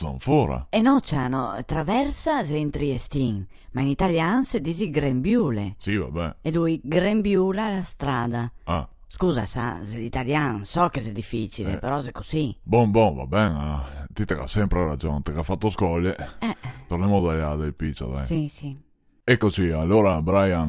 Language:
Venetian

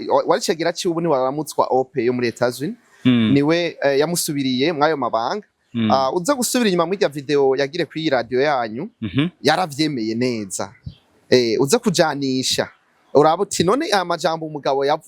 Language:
Rundi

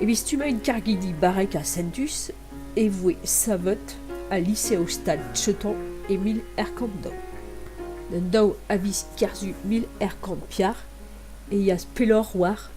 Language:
Breton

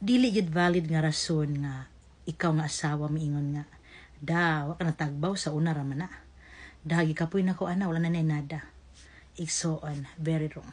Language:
Cebuano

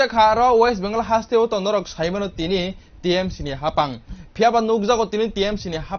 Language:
Kok Borok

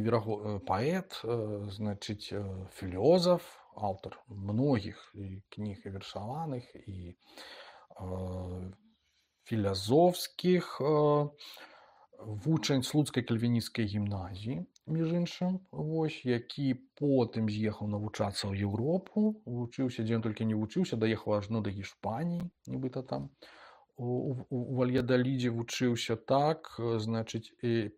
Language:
Belarusian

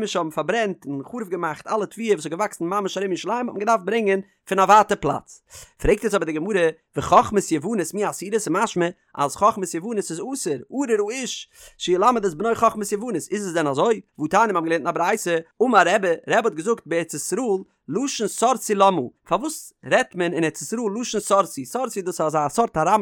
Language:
Yiddish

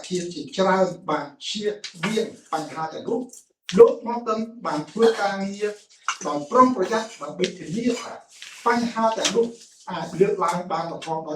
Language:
Khmer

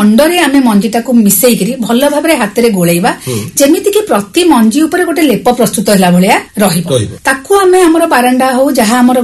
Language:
Odia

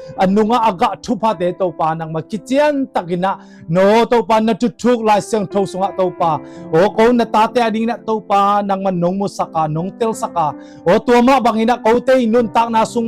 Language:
Tedim Chin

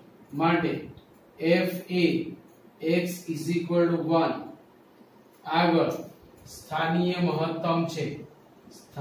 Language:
Gujarati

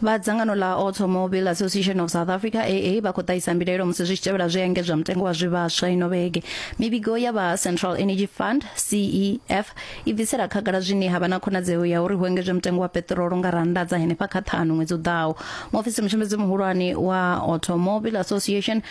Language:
Venda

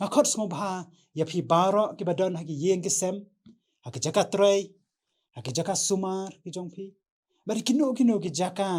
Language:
Khasi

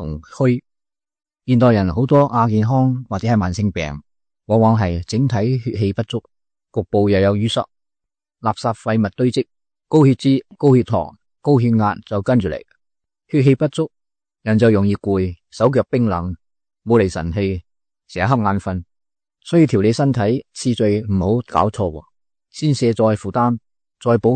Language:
Cantonese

